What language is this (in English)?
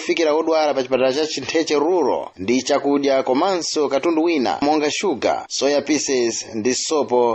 Nyanja